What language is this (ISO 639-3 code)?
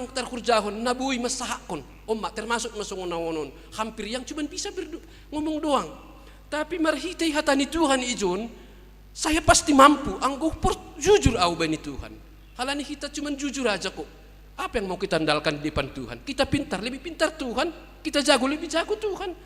bts